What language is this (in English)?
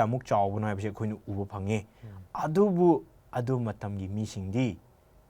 Manipuri